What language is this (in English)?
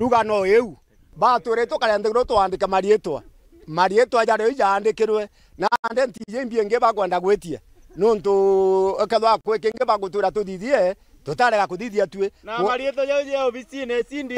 Meru